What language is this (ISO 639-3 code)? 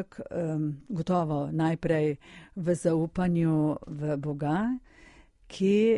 slv